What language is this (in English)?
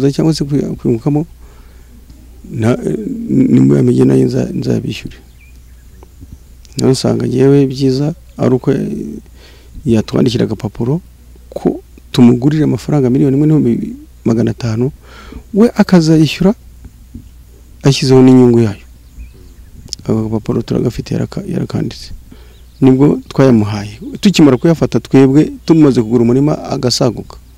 Kinyarwanda